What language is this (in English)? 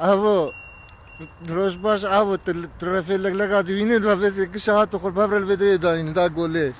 Kurdish